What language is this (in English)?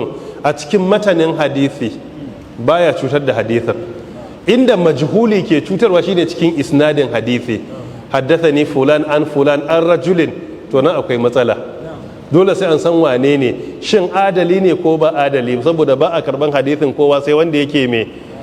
Hausa